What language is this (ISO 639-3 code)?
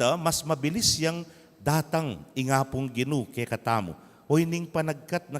pam